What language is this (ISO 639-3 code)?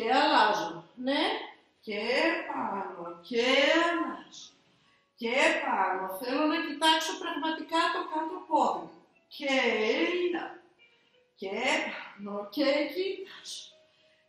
ell